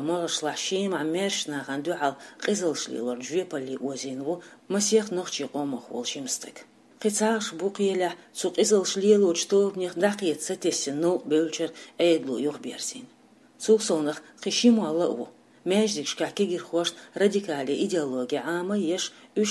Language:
Chechen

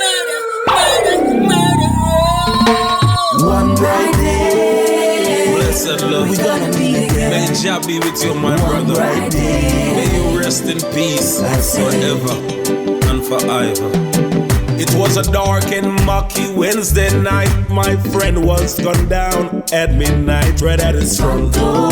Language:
Jamaican Creole English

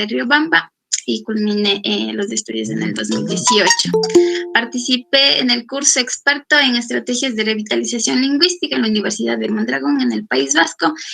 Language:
Chimborazo Highland Quichua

